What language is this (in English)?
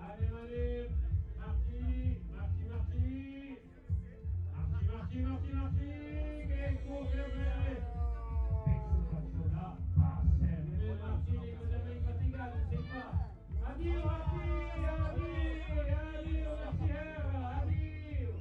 Occitan